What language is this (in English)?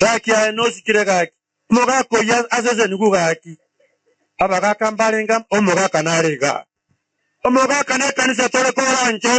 Gusii